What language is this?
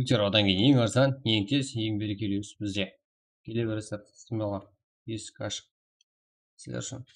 Kara-Kalpak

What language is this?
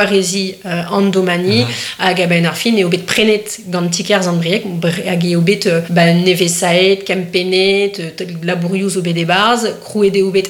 Breton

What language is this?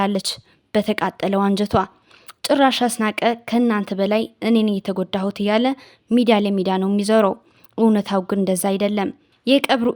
Amharic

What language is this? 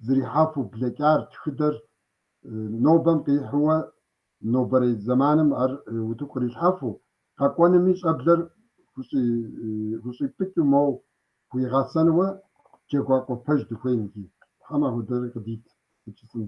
Kabardian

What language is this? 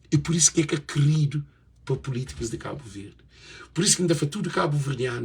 Kabuverdianu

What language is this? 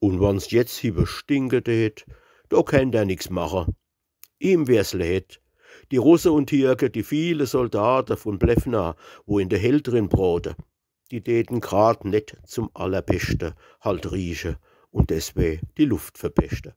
Palatine German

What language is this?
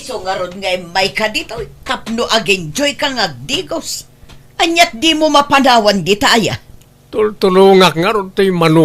Iloko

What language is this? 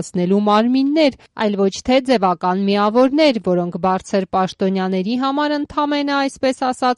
Armenian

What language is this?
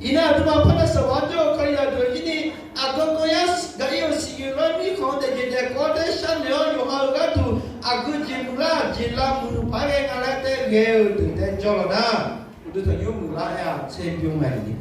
Akha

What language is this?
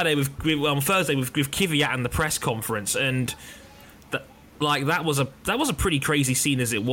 English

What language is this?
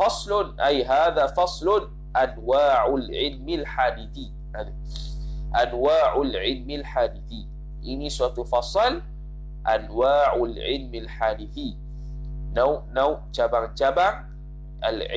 Malay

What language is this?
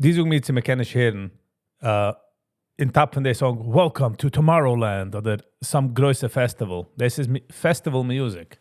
Yiddish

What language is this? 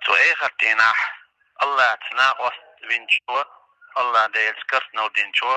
Chechen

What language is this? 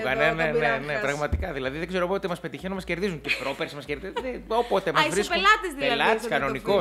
Greek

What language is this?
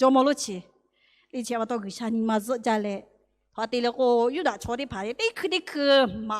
Lahu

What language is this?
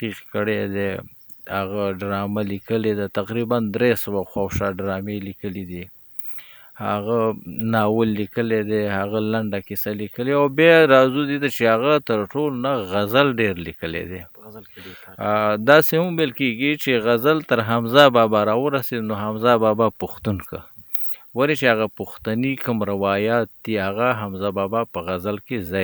Pashto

